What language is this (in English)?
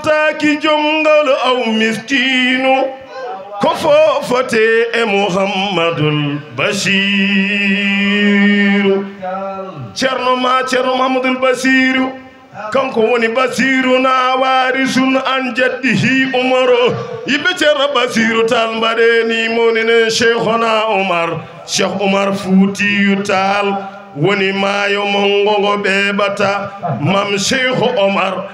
Fula